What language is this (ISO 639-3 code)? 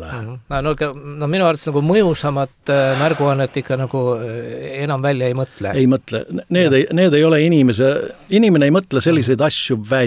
est